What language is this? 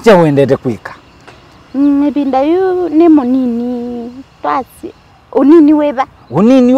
Kamba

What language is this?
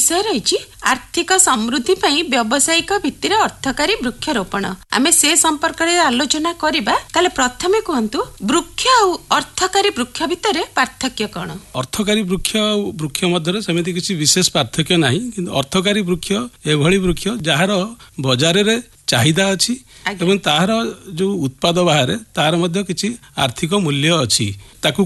Odia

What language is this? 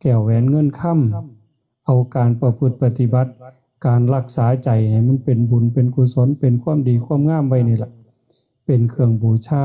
Northeastern Thai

